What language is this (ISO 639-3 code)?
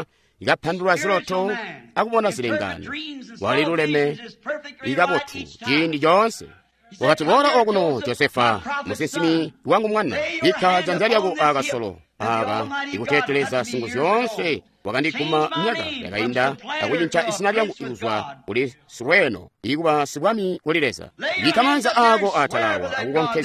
toi